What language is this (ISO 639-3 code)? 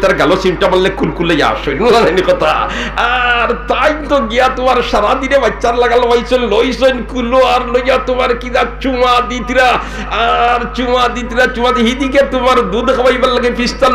syl